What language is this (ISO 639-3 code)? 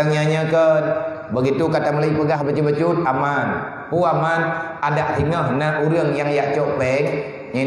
ace